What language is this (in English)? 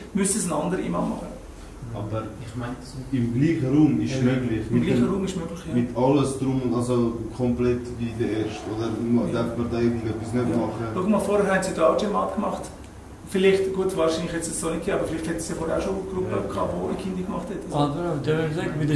Swiss German